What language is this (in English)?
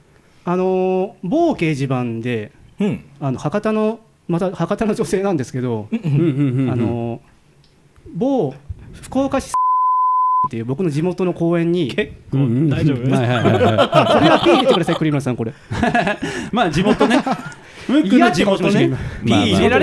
Japanese